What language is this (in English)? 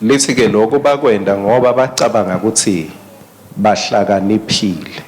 Swati